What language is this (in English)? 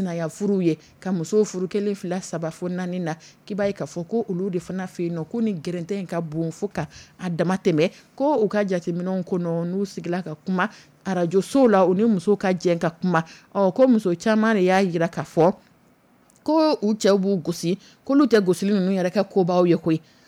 Dyula